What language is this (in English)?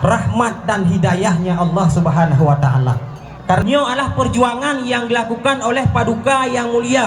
Achinese